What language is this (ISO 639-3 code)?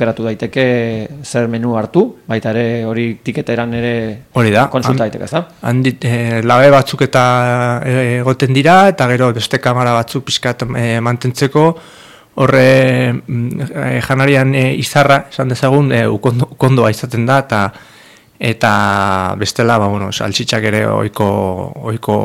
eus